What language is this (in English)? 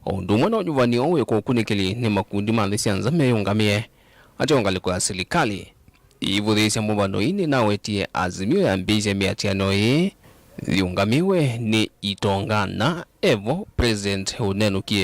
Kamba